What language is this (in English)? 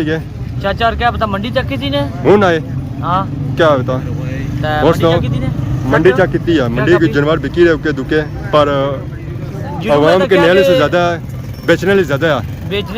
Pahari-Potwari